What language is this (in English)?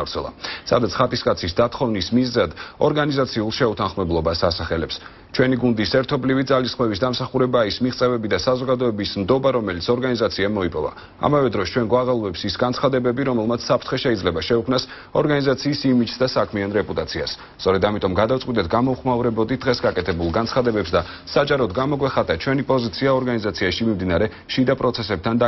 Georgian